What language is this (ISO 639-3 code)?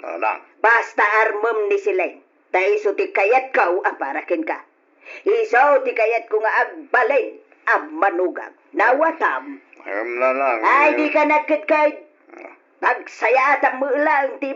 ilo